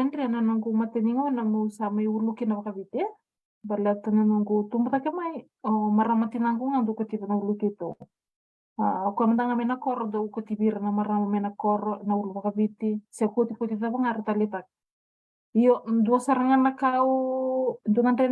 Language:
Fijian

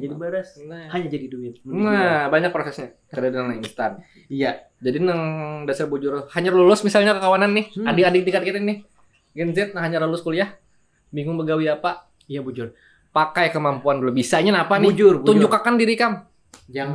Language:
Banjar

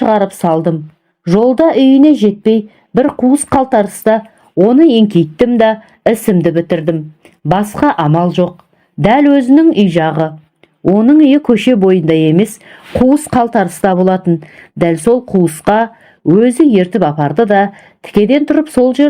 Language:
Kazakh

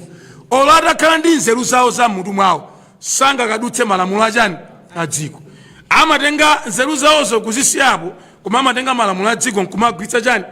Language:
Nyanja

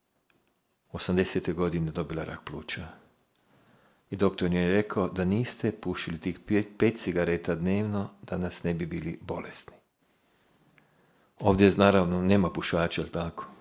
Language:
Croatian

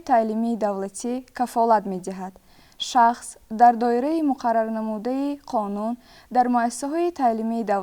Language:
Tajik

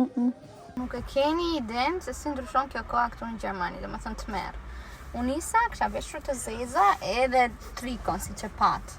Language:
Albanian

